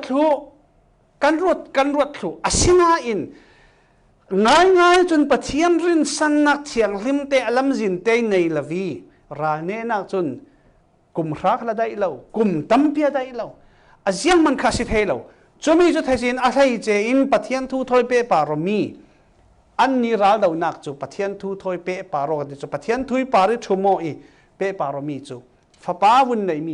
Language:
Falam Chin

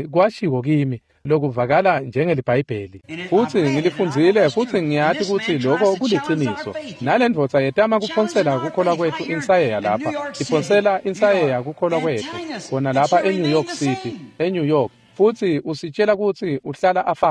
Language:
Swati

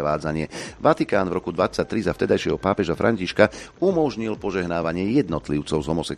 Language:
Slovak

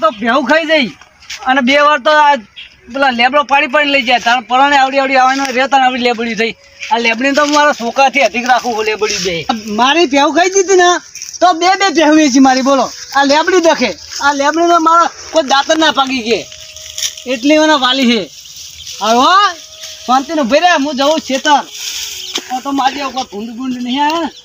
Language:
Gujarati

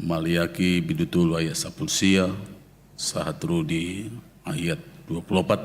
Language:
Batak Toba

